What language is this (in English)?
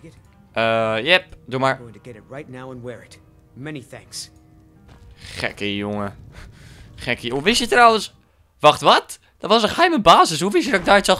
Dutch